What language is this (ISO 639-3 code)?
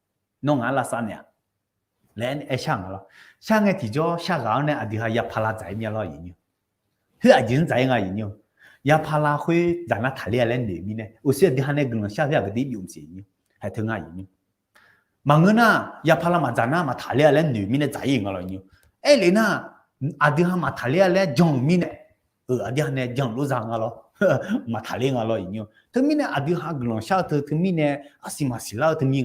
ahk